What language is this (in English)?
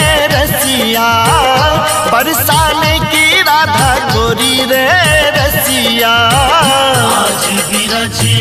Maithili